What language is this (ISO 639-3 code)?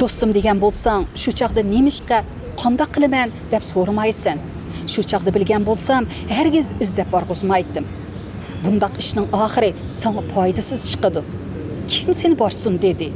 uig